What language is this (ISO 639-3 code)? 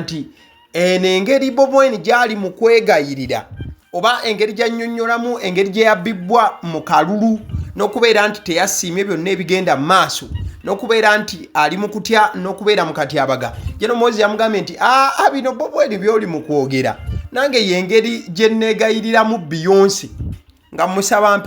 lug